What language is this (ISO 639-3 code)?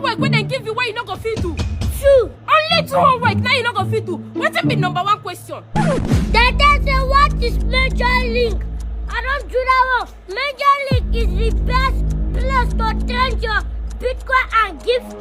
pcm